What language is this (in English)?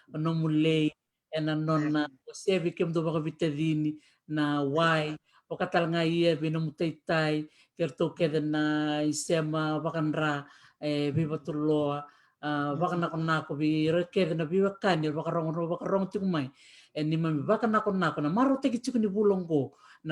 Fijian